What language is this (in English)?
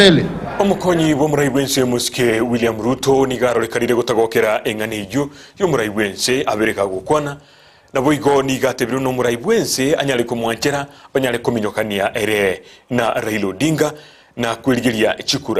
Gusii